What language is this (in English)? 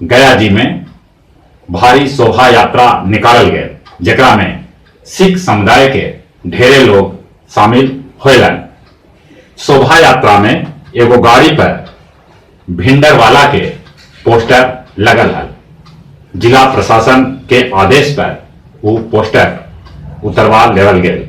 Magahi